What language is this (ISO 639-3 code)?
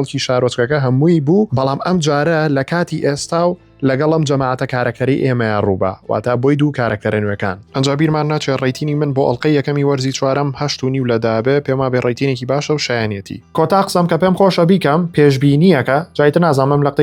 ckb